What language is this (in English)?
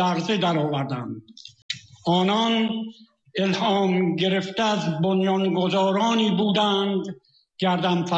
Persian